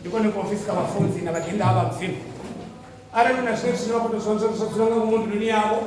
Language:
Venda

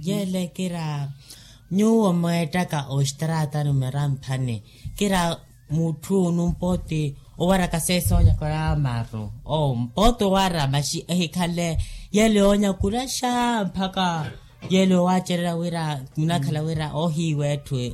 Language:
Makhuwa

